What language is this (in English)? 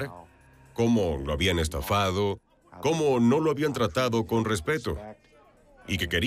Spanish